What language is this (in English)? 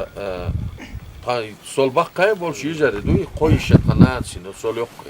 Chechen